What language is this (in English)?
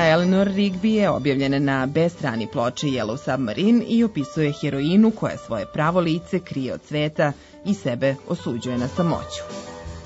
Serbian